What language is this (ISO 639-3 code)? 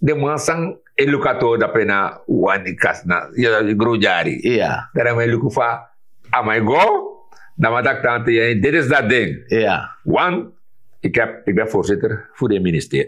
srn